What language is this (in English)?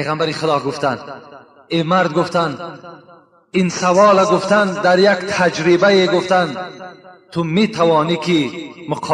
Tajik